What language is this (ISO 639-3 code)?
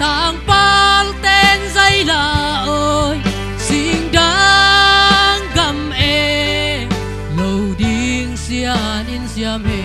ctd